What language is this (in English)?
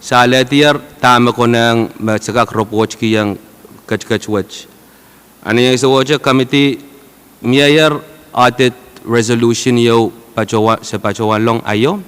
Pohnpeian